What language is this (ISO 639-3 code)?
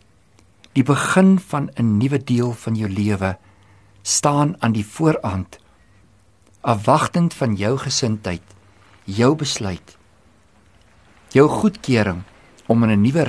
afr